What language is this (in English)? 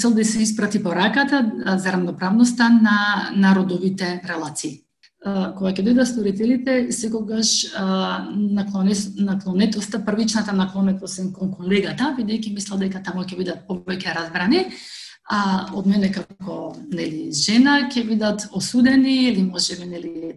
Macedonian